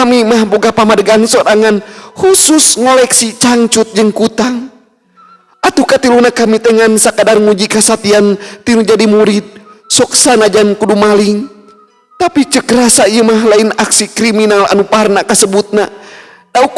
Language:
Sundanese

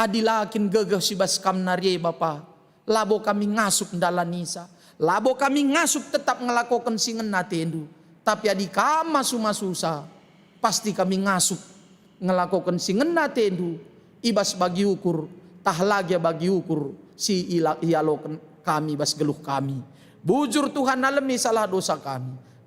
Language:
Batak Karo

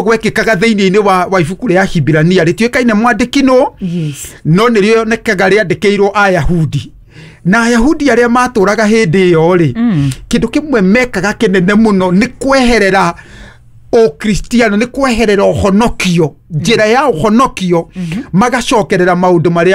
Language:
Kikuyu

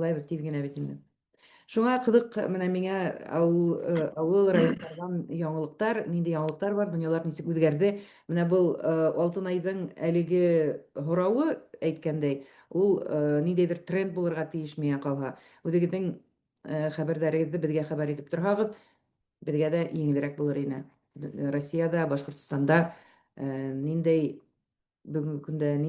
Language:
Bashkir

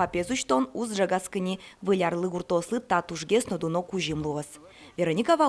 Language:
Udmurt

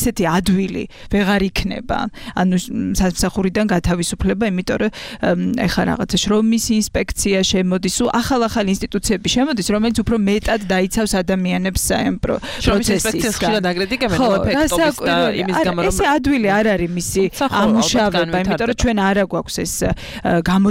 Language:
Georgian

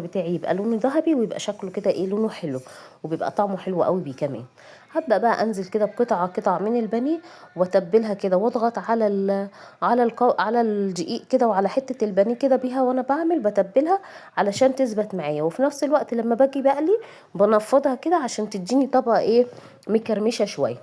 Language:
Egyptian Arabic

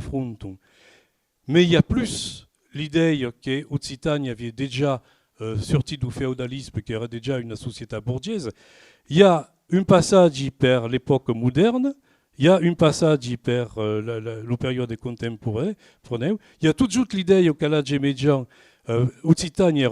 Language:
Occitan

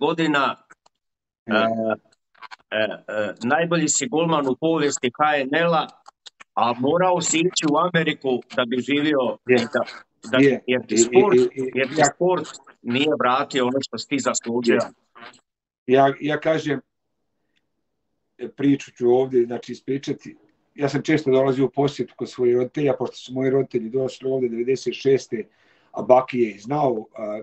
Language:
Croatian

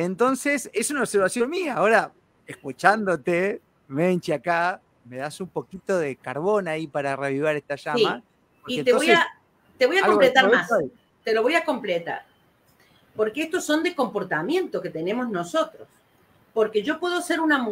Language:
Spanish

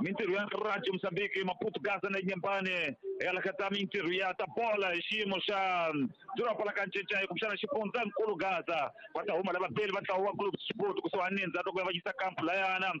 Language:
Tsonga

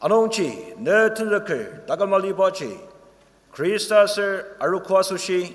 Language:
Ao Naga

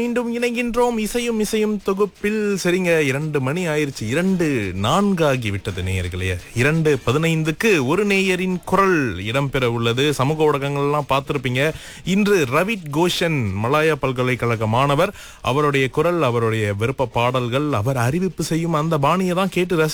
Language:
Tamil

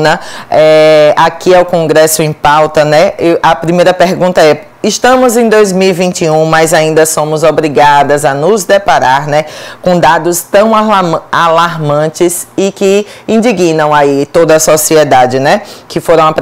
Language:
Portuguese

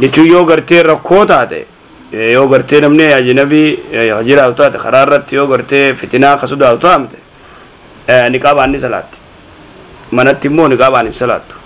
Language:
Oromo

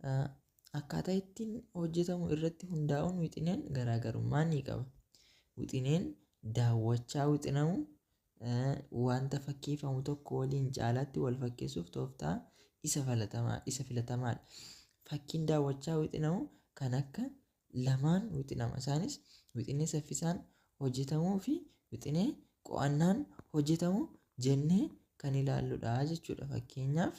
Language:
Oromo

